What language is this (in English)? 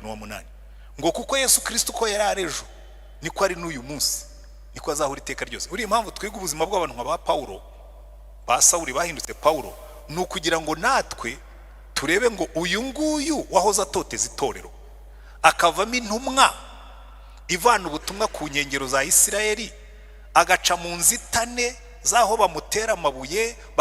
Kinyarwanda